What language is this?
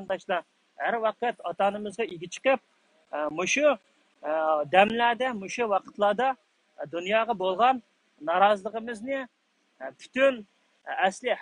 Uyghur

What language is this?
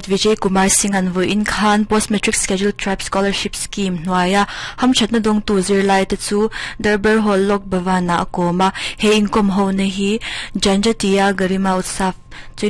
Mizo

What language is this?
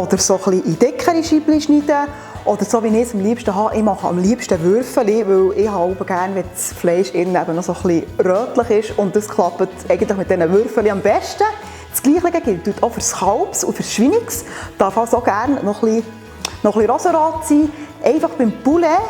Swiss German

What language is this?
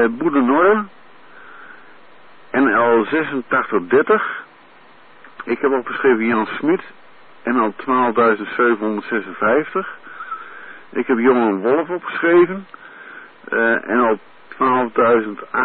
Dutch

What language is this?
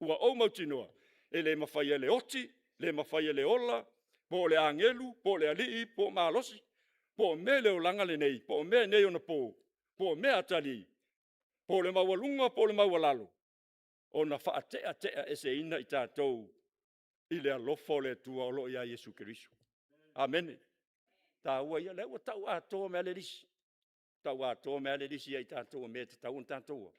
Samoan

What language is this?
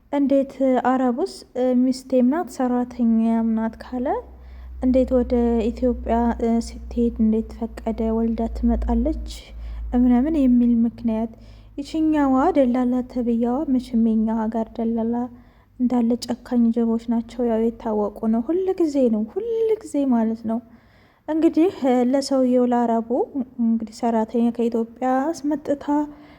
Amharic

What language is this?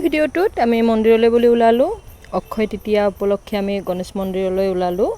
Assamese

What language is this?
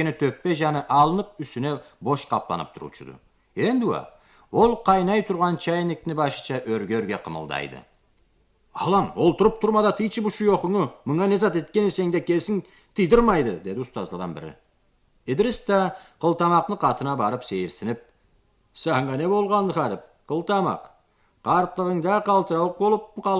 Karachay-Balkar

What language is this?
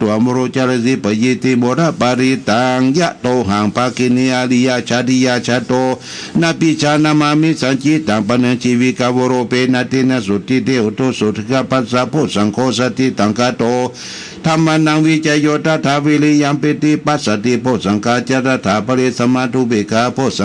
Pali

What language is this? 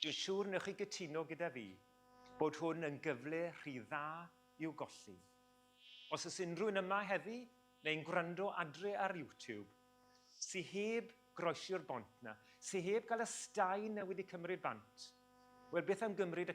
Welsh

